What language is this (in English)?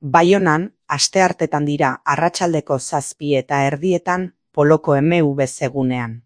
Basque